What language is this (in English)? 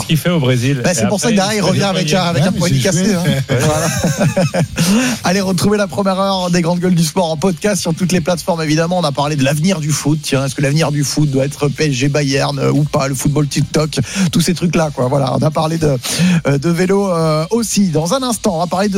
French